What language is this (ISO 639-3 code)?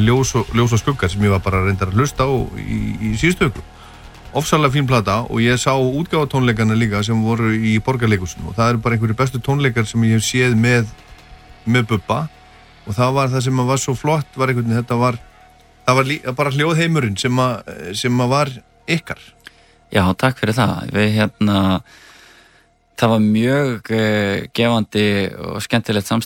isl